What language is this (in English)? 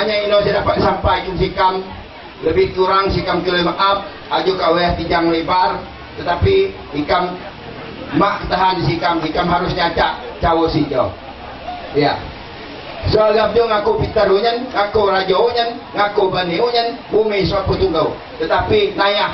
Lampung Nyo